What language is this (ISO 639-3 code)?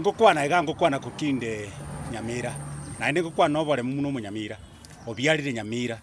guz